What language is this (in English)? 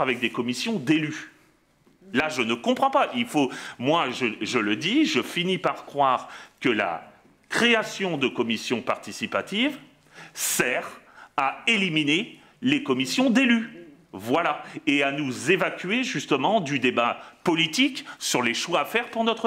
French